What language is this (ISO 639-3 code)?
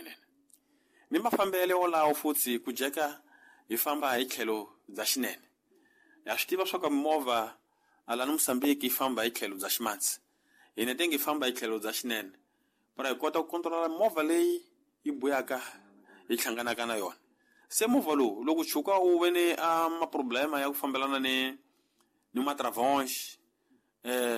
tso